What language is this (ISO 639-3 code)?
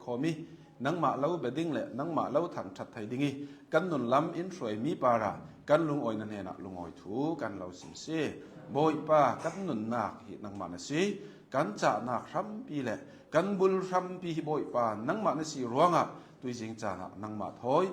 cnh